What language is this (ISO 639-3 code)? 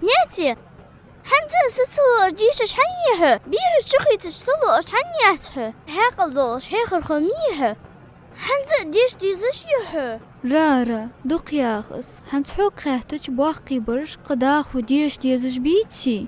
inh